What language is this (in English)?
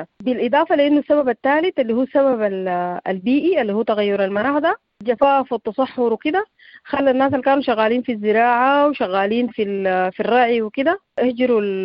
Sudanese Arabic